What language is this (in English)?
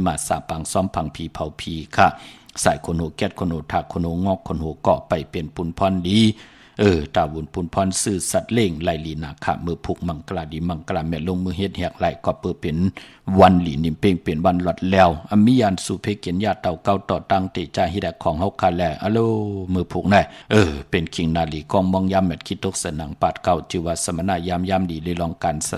Shan